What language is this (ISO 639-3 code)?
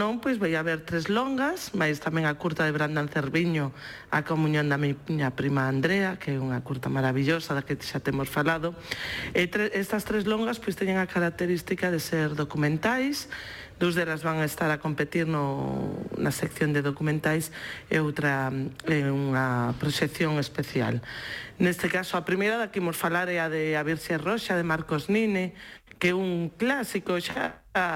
glg